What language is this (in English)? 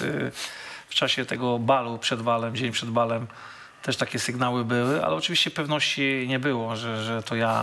Polish